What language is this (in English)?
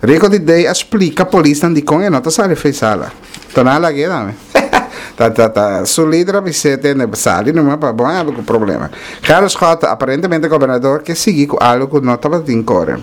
Papiamento